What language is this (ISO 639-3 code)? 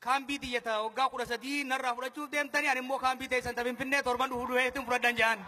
orm